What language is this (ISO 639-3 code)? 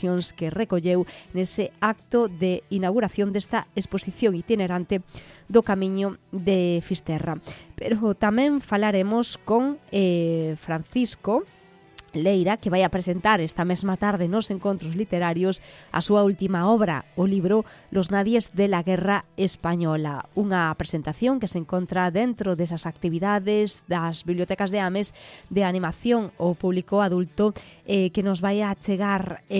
glg